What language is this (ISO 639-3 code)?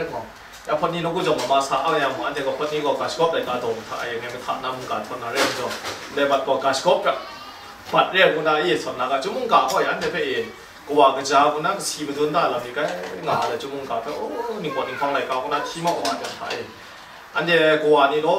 kac